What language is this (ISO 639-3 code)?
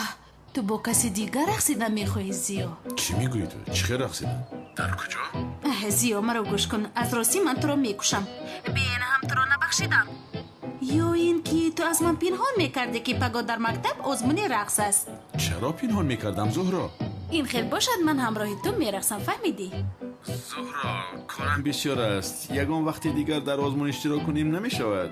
tgk